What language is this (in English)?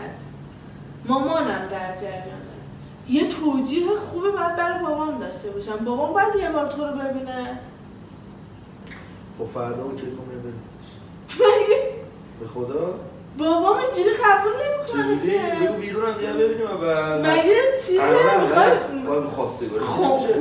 Persian